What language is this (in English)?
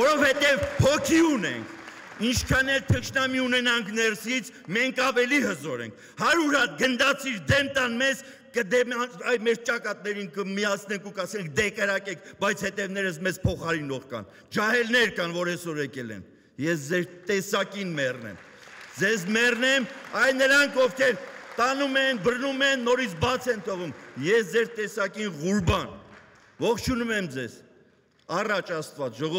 Armenian